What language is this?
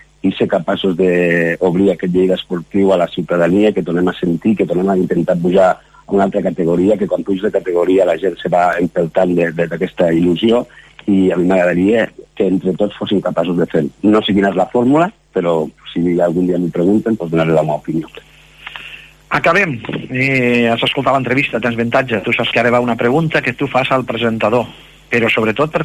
Catalan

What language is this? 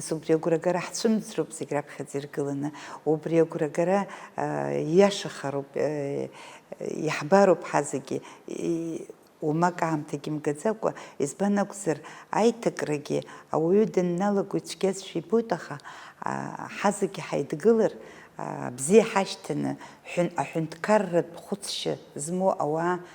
Abkhazian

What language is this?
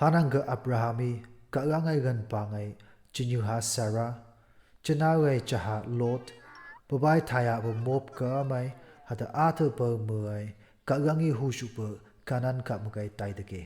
Phom Naga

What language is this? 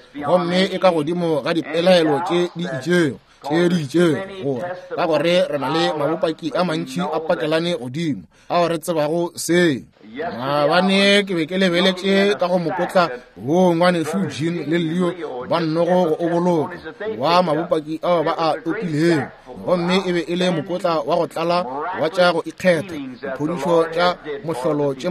Northern Sotho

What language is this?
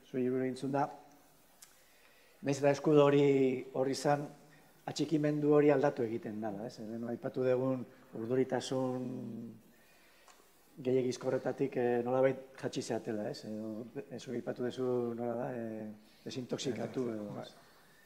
Basque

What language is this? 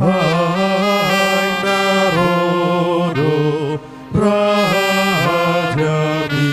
Batak Toba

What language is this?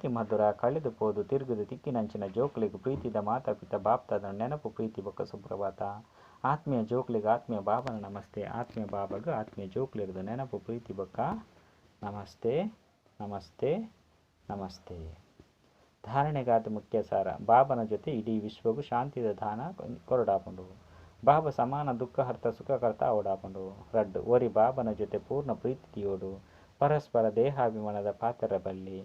Tulu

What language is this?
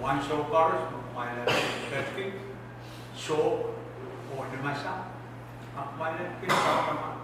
Pohnpeian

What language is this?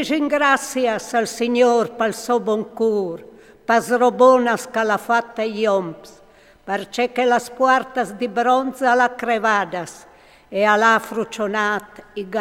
Friulian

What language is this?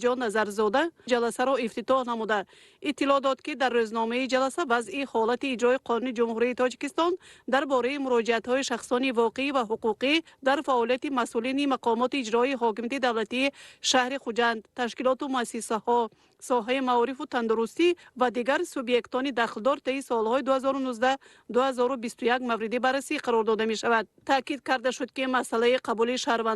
Tajik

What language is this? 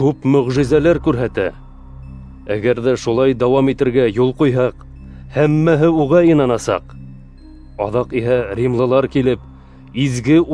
Bashkir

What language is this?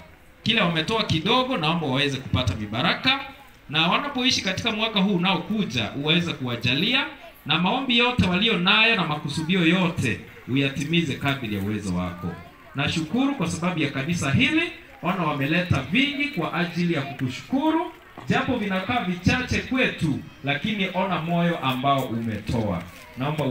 Swahili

